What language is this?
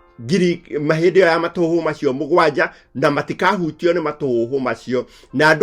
Kikuyu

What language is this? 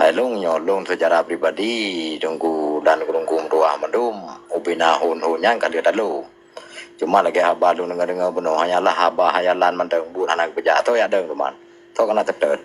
Achinese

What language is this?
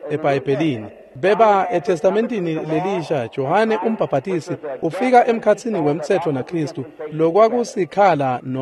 Swati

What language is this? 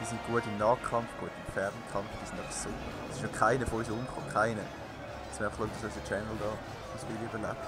Swiss German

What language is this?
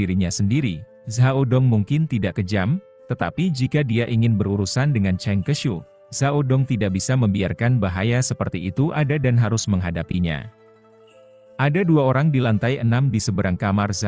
Indonesian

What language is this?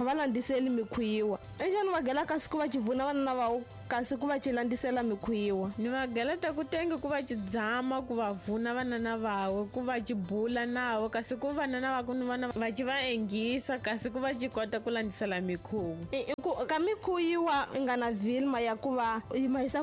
Tsonga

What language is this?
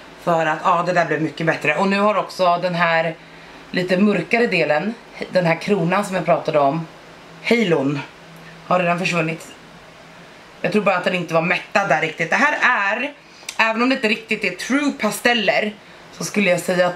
Swedish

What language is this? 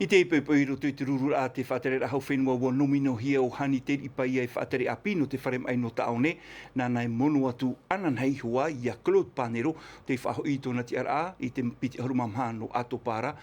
Tahitian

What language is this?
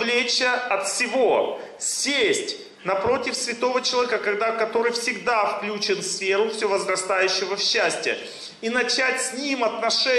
Russian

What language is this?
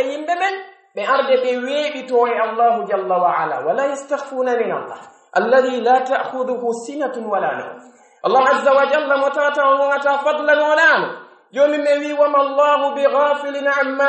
Pular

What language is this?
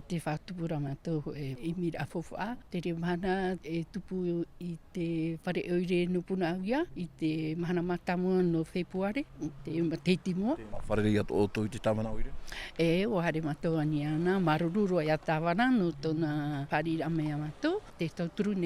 Tahitian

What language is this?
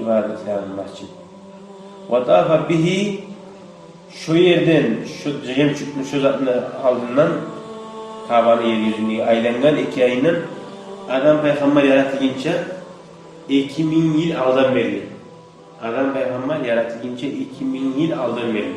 Kumyk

